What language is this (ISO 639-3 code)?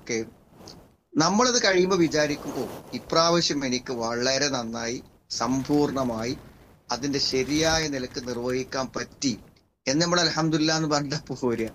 mal